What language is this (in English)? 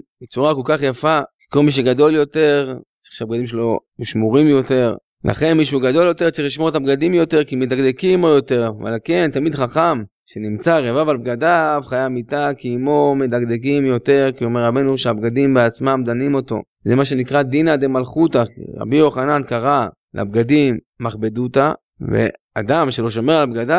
Hebrew